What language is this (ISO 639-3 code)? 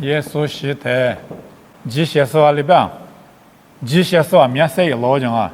lis